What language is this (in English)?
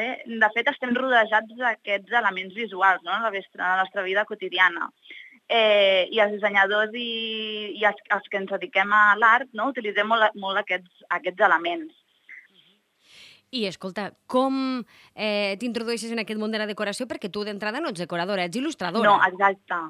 Catalan